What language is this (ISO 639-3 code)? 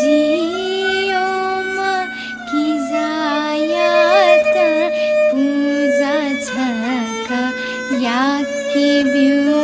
new